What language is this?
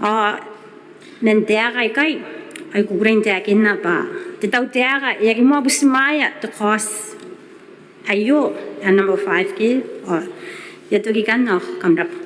Gilbertese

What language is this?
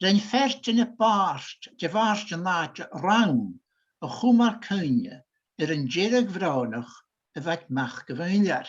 Scottish Gaelic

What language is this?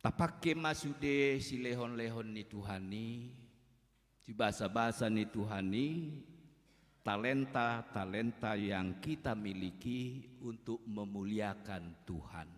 Batak Toba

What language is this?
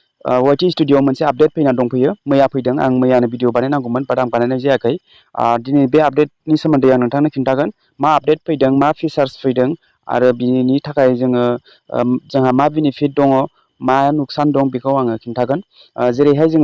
Bodo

